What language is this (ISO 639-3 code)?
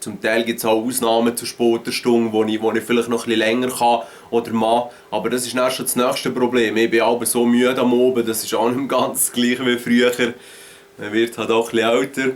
gsw